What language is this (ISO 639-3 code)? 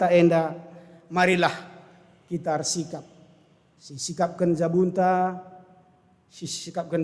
btx